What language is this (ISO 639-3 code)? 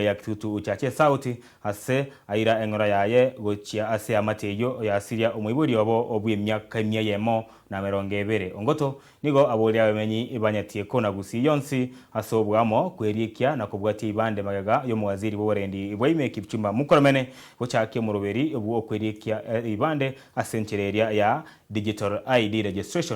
guz